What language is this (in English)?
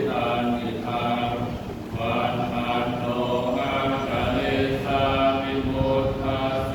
Pali